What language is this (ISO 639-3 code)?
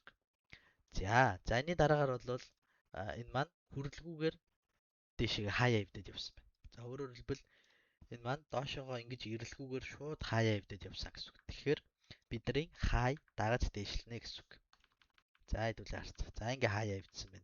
mon